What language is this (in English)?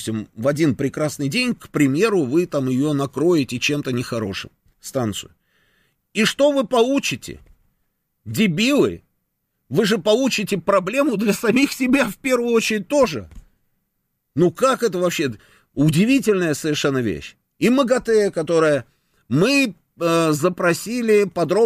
Russian